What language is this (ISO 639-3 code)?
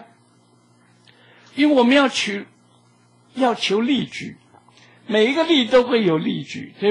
zho